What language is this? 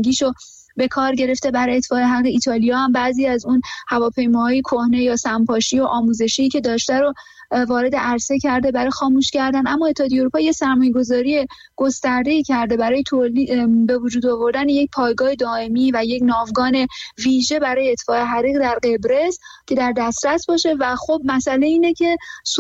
Persian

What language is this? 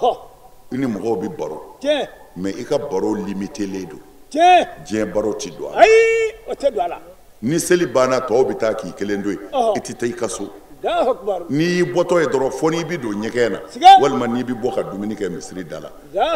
Bambara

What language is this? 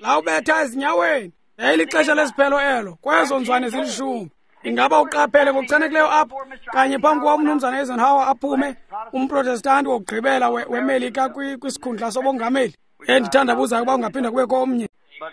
Xhosa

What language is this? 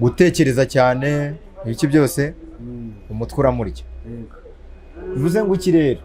Kinyarwanda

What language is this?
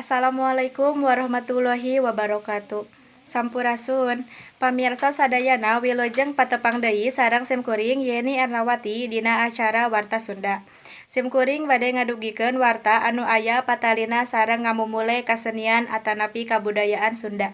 Sundanese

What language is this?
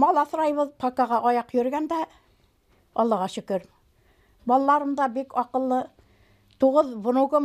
Bashkir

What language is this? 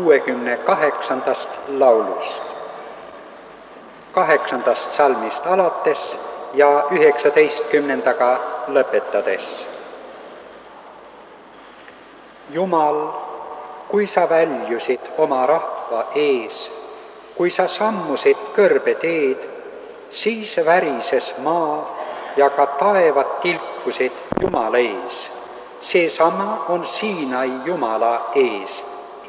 Estonian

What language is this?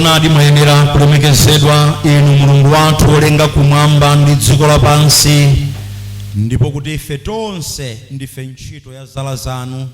Nyanja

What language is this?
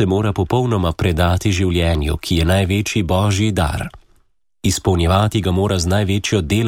Slovenian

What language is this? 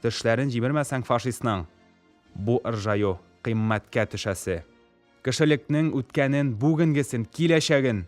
Tatar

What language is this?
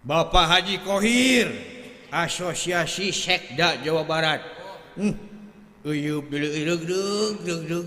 Sundanese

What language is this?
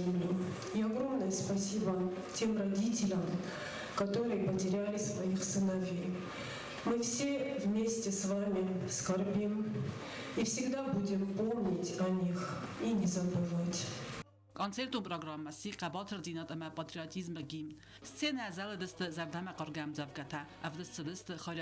Ossetic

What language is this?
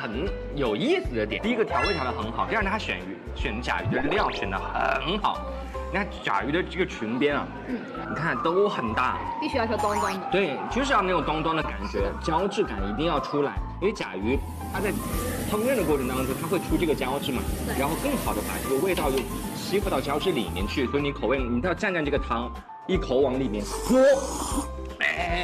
Chinese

